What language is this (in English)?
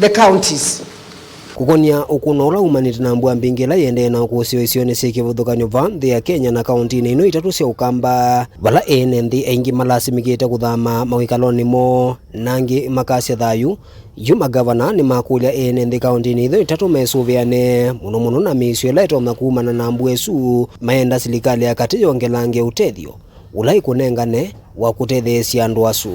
Kamba